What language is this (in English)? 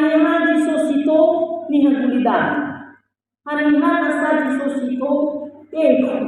Nias